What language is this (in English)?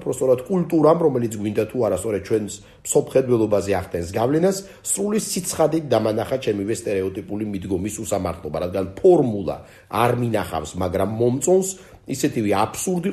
Georgian